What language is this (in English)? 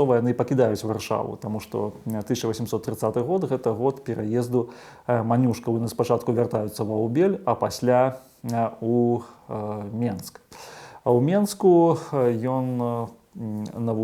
Belarusian